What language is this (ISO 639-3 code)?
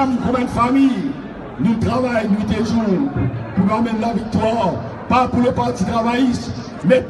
mfe